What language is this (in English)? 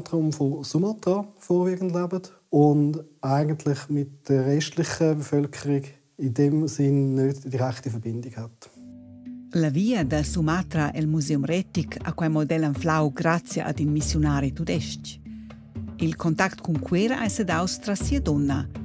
Romansh